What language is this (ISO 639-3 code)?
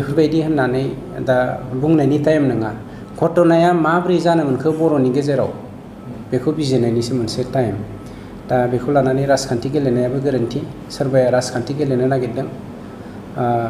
brx